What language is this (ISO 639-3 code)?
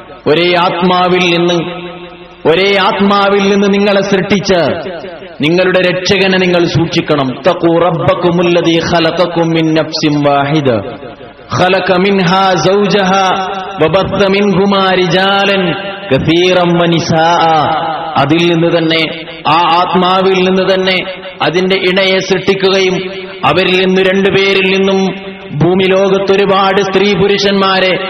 mal